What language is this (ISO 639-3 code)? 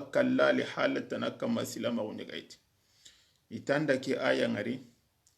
snk